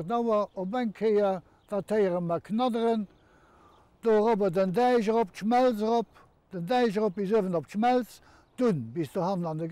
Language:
Luxembourgish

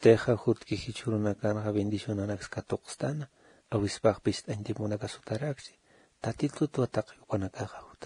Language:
Aymara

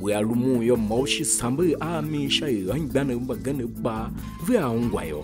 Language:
Tiv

